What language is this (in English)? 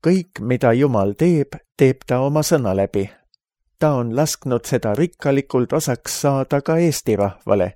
Estonian